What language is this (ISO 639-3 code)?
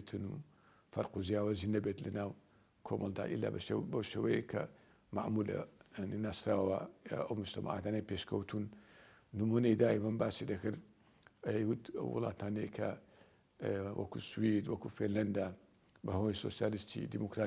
ckb